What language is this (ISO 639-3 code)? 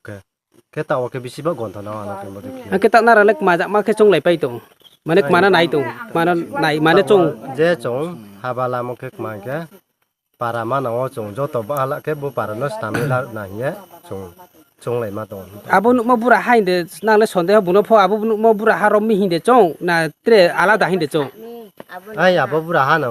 ria